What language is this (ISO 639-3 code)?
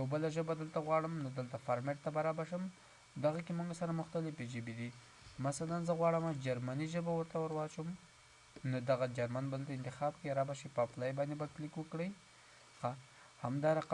pus